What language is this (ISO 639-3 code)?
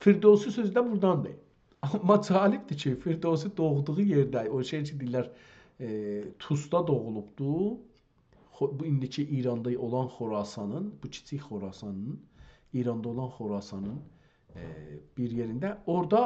azb